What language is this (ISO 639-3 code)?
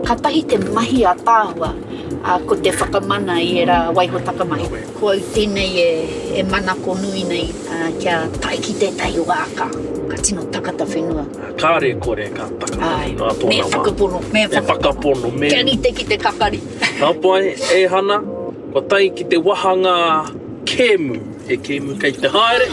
mri